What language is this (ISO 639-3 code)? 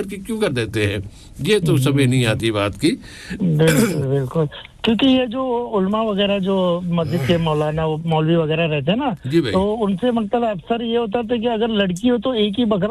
urd